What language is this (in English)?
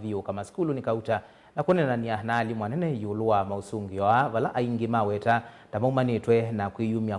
Kamba